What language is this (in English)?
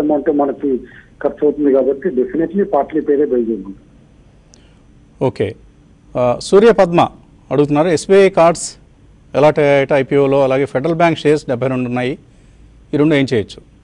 Telugu